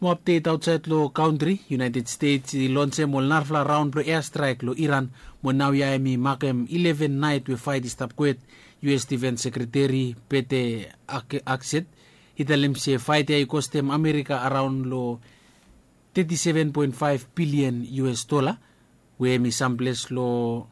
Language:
Bislama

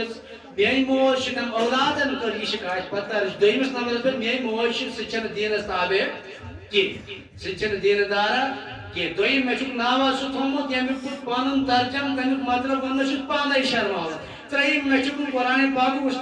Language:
Kashmiri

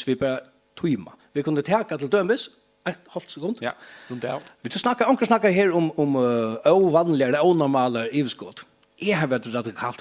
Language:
Faroese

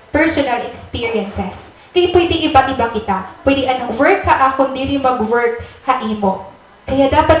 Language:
Waray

